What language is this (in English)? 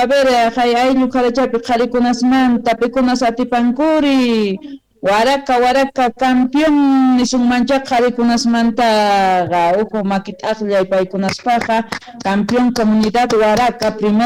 Quechua